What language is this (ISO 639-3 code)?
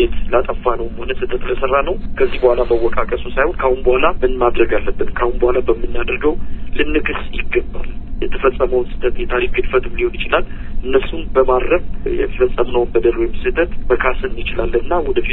amh